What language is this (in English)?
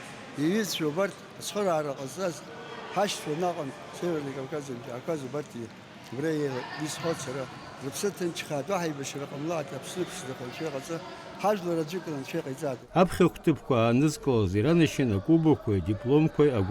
Abkhazian